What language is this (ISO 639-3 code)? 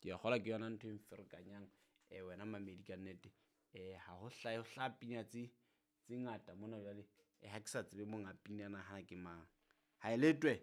sot